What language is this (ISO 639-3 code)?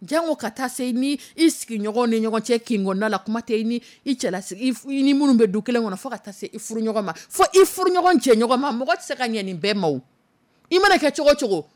dyu